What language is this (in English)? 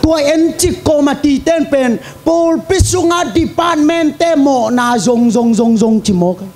Tedim Chin